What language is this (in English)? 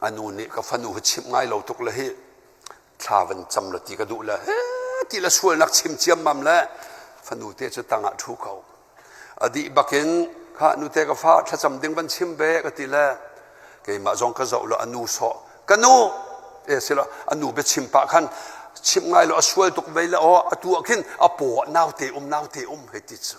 Hakha Chin